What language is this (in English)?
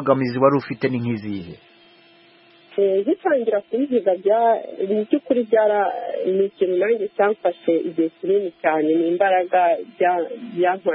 Kinyarwanda